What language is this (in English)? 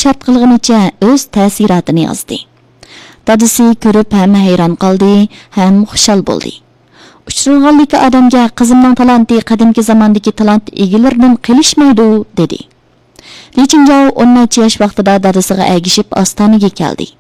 Uyghur